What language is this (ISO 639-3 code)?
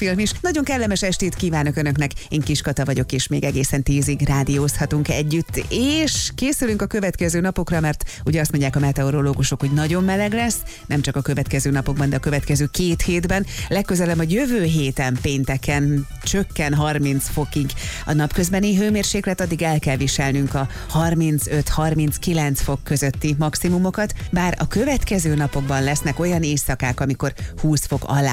hun